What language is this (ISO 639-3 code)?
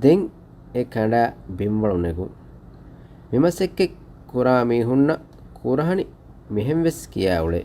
div